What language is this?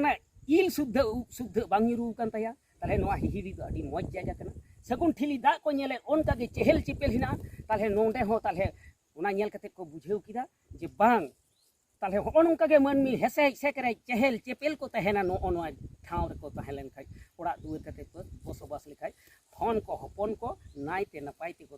Santali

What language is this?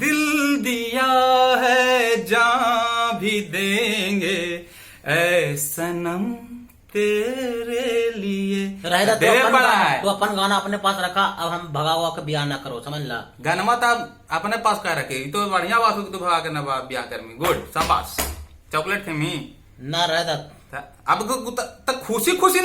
Magahi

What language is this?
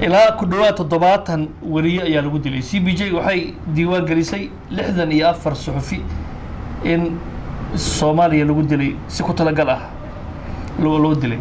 Somali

